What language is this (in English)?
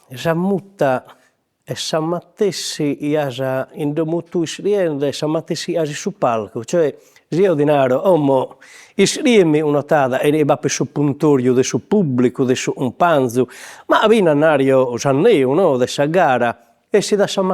Sardinian